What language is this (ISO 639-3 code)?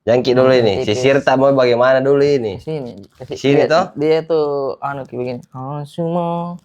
mfp